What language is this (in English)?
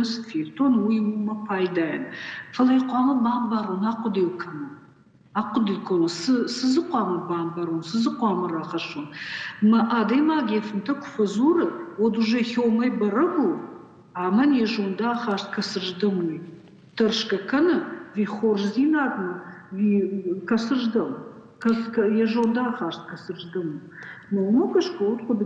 Ossetic